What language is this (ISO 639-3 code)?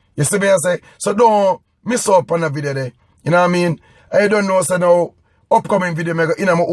jam